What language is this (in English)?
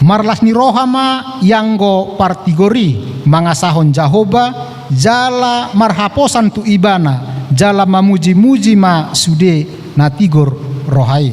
Batak Toba